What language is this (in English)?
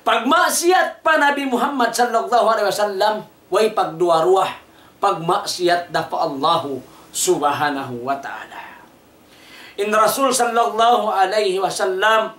Tausug